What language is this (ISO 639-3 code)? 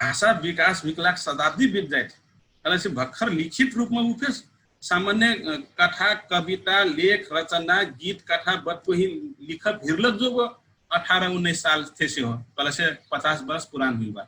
thl